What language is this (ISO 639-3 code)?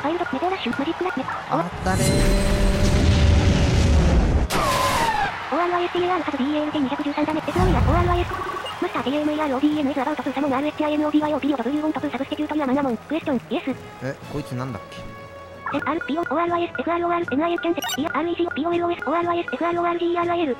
jpn